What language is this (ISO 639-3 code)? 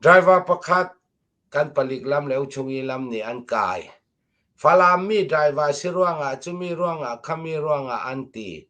cnh